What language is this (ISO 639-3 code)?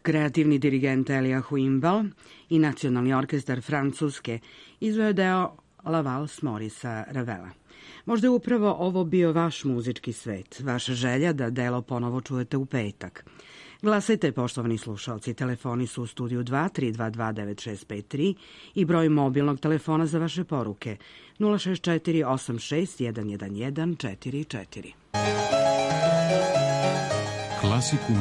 srp